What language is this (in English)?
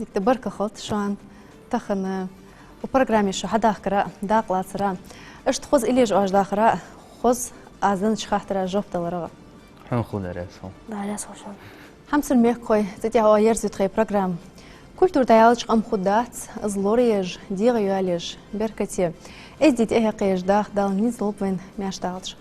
Ingush